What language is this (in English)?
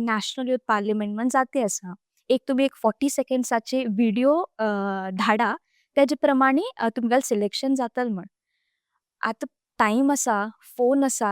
Konkani